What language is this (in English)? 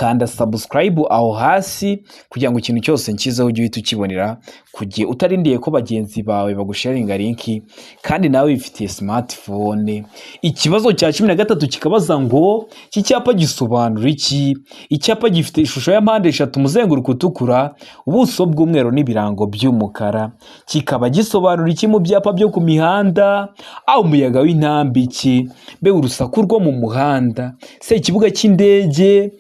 Kinyarwanda